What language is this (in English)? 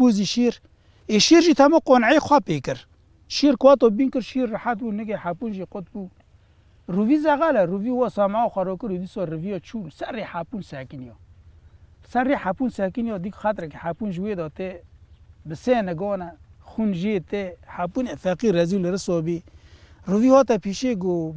Kurdish